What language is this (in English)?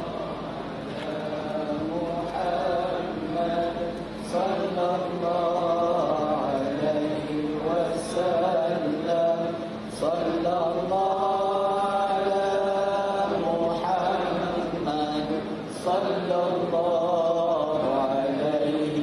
Malay